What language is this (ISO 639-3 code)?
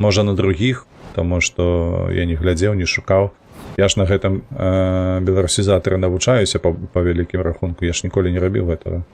bel